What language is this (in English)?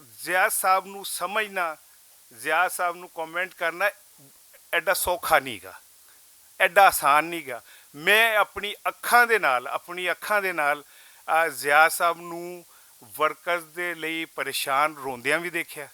Western Panjabi